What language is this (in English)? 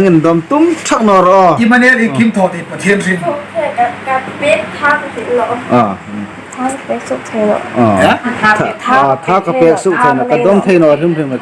Hmar